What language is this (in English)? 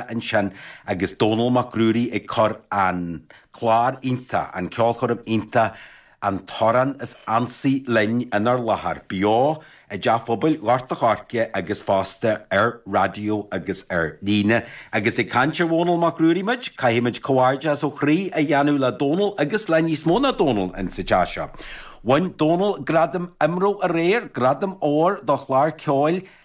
Irish